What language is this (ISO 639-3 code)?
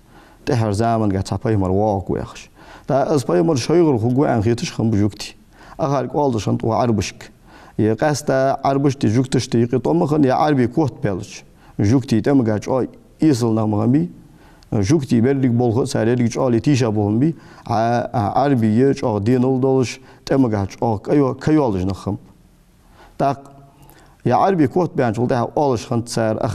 inh